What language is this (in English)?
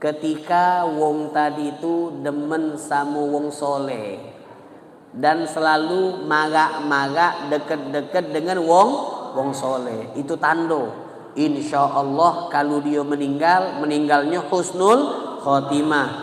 Musi